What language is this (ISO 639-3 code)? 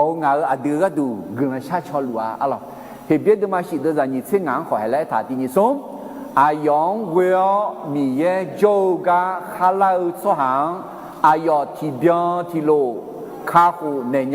ahk